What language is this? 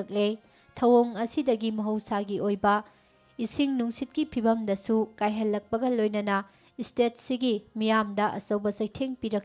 Manipuri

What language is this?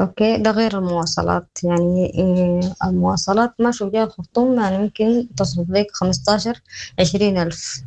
Sudanese Arabic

